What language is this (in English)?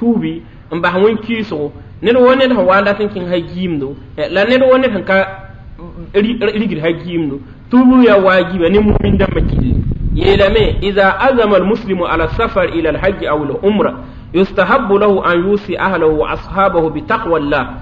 Mossi